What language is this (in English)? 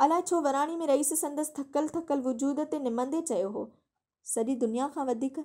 Sindhi